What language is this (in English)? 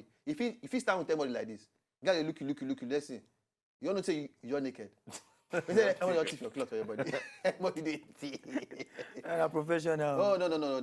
Nigerian Pidgin